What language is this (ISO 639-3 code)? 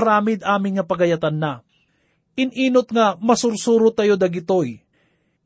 ilo